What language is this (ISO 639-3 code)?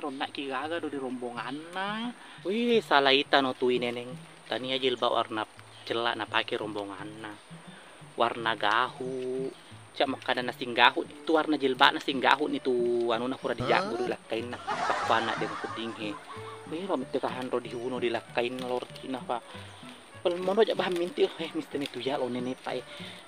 bug